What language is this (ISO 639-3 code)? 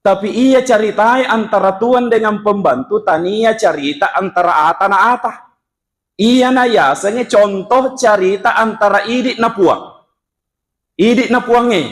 bug